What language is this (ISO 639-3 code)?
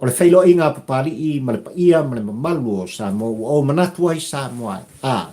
smo